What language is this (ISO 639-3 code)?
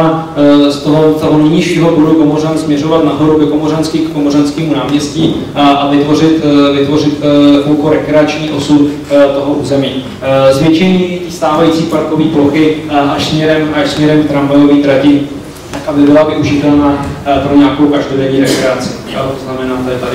ces